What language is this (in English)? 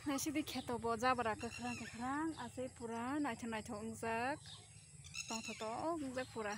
Kok Borok